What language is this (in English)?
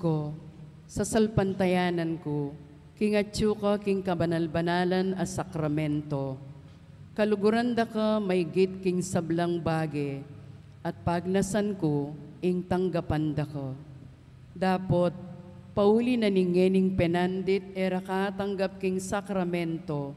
Pampanga